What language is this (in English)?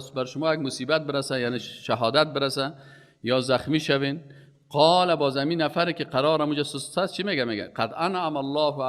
Persian